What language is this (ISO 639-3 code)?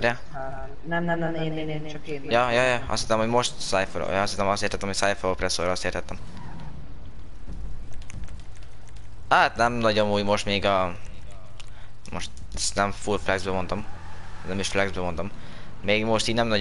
hun